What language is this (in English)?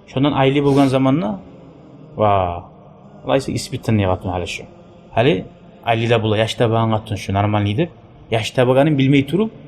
Kumyk